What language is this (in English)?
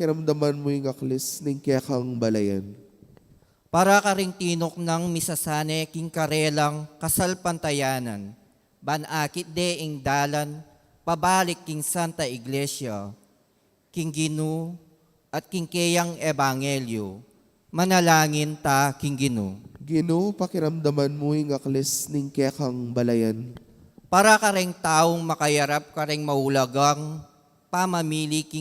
Pampanga